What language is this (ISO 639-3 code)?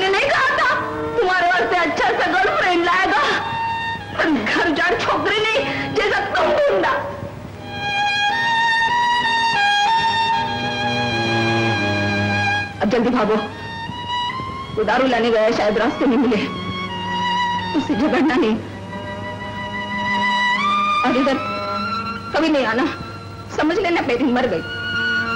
hin